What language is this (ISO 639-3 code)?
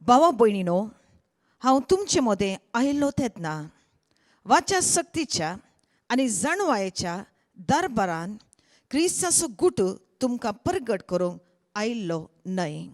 kok